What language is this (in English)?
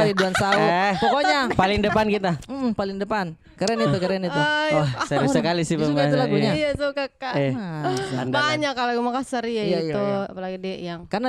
Makassar Malay